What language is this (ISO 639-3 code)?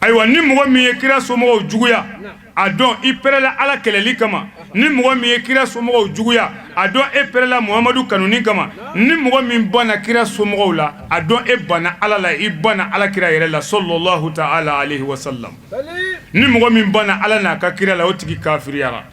bam